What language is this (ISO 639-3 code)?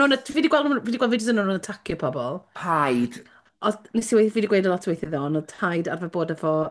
cym